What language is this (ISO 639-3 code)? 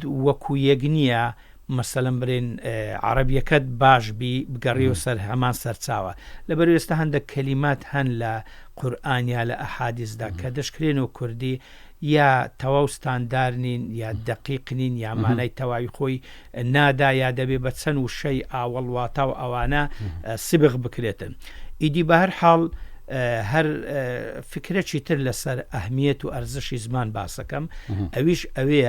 ckb